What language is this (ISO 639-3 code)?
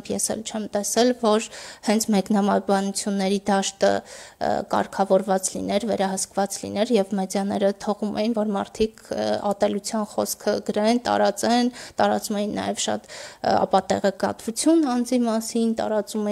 hye